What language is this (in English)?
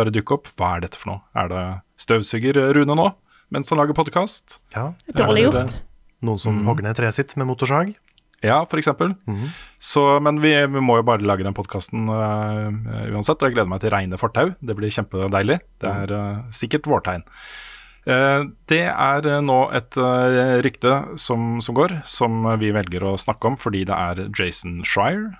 Norwegian